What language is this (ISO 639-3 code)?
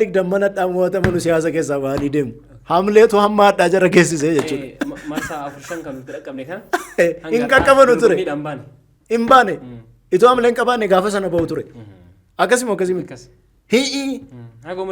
orm